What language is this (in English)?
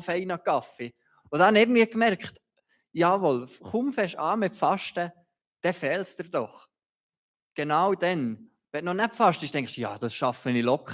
Swiss German